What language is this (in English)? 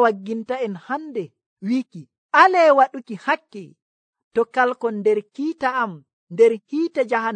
Nigerian Fulfulde